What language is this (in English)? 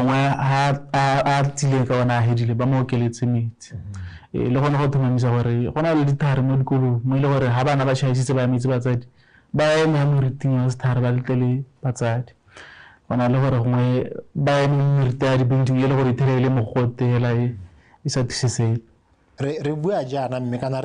Tswana